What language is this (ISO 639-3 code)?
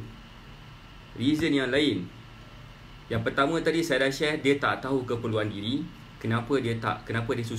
msa